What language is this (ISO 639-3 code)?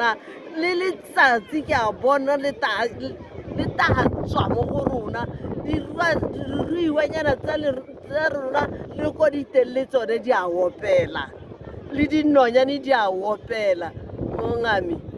tsn